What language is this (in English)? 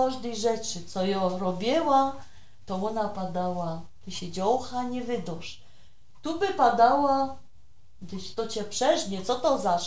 Silesian